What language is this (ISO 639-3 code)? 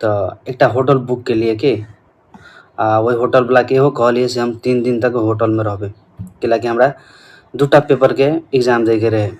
mai